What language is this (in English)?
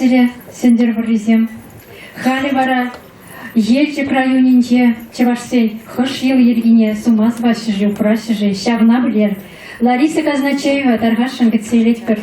Chuvash